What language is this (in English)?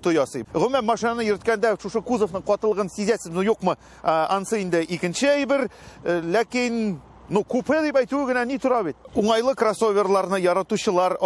Tatar